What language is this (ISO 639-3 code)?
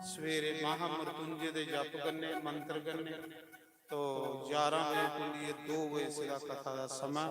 doi